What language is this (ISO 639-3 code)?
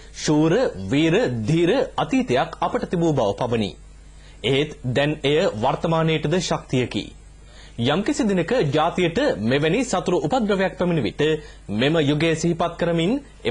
sin